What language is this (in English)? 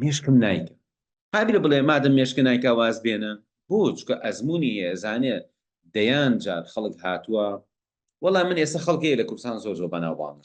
Central Kurdish